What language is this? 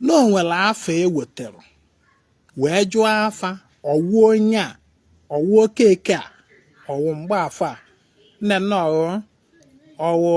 Igbo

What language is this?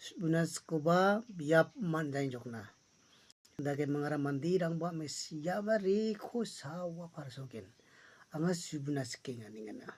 Garo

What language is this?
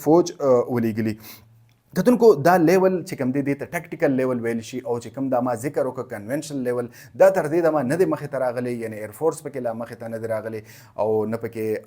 Pashto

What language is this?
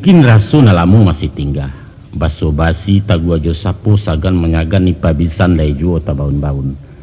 Minangkabau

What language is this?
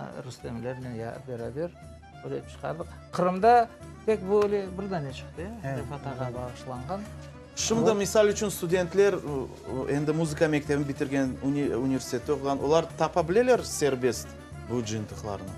Crimean Tatar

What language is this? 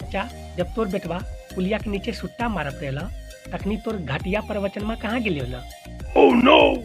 Magahi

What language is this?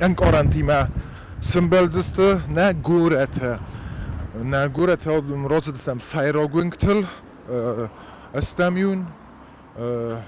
Ossetic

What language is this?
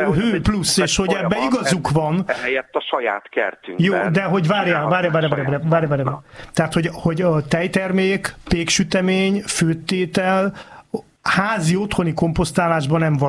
Hungarian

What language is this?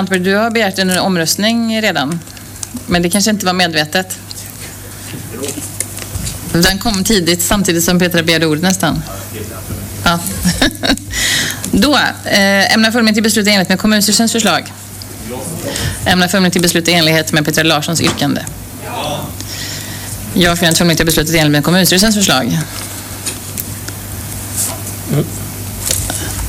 Swedish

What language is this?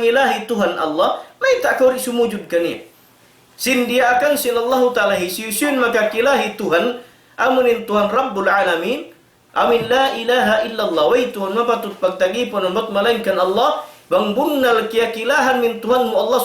Tausug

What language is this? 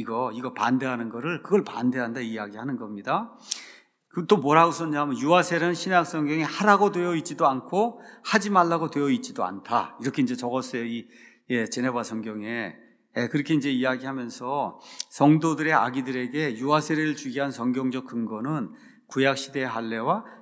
Korean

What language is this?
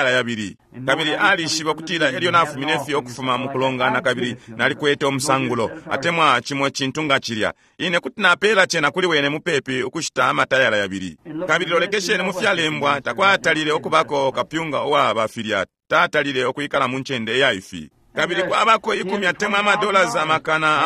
Bemba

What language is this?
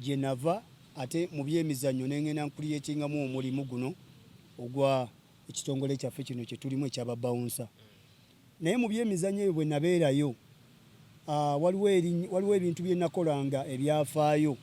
Ganda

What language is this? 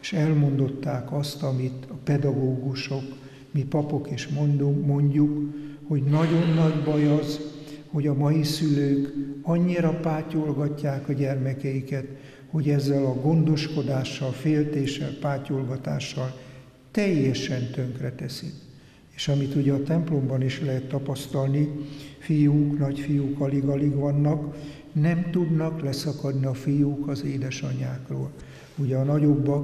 Hungarian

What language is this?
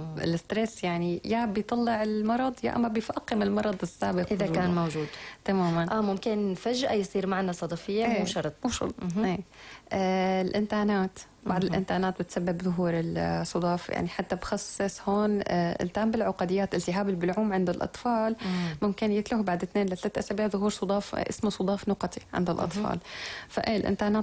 North Levantine Arabic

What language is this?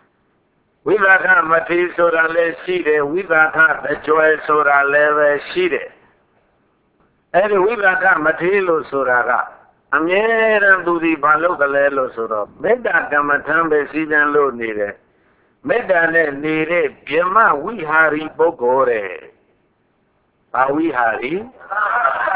Burmese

